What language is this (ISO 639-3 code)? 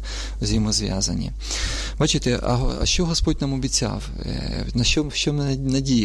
ukr